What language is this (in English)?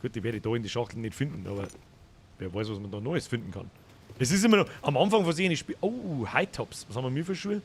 Bavarian